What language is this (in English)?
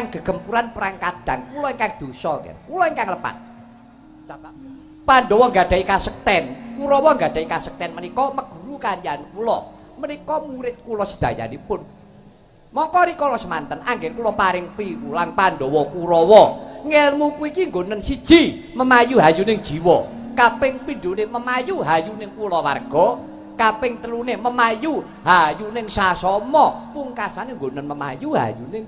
Javanese